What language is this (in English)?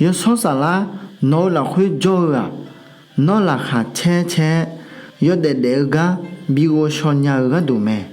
Akha